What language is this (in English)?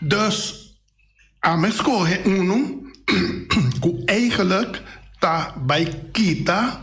Papiamento